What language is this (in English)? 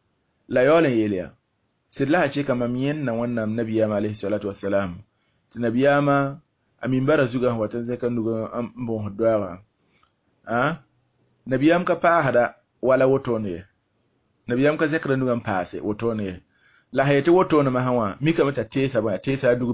Mossi